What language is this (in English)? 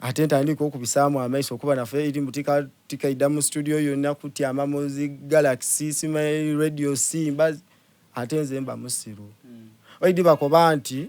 Soga